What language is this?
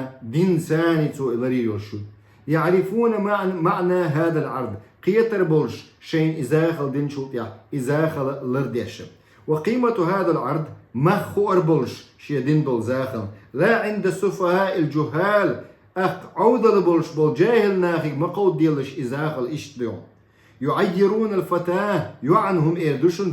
Chechen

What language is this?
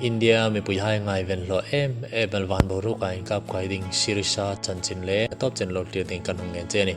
Hmar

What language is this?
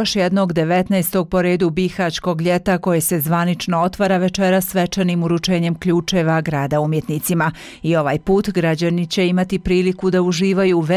Bosnian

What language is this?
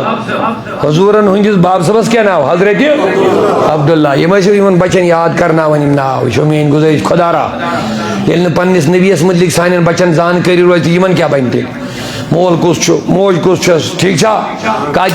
Kashmiri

